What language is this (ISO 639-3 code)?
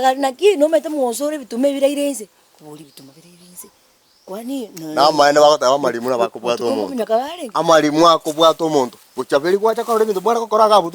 guz